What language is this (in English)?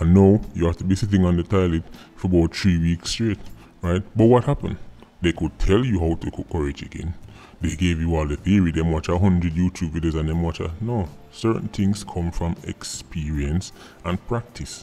Jamaican Creole English